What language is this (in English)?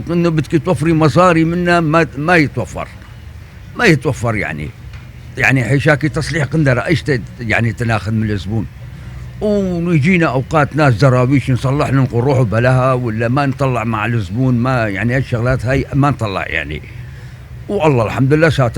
North Levantine Arabic